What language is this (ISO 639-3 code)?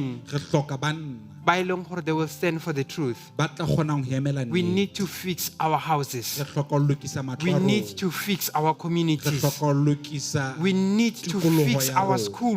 sot